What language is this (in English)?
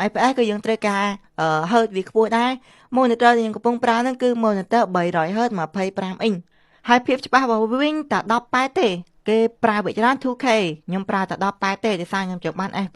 Khmer